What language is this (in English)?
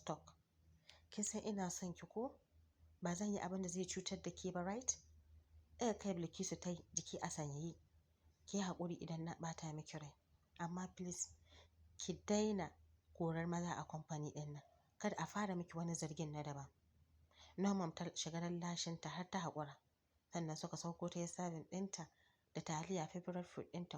Hausa